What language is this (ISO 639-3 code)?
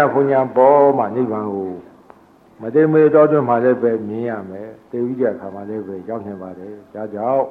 mya